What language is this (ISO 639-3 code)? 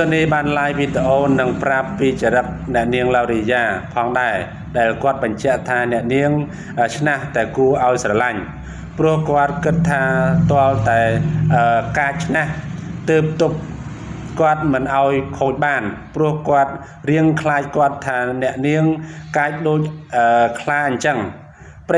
khm